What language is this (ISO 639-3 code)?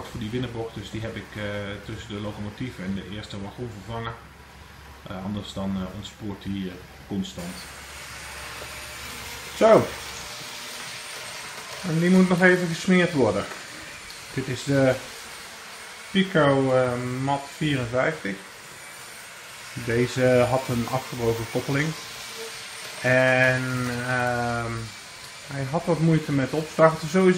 nld